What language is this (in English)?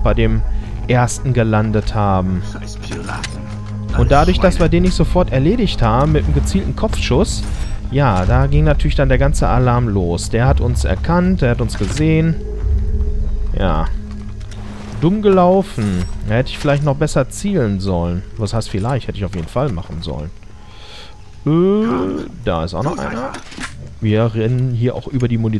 German